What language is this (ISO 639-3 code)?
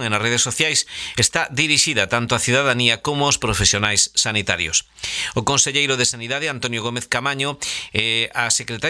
glg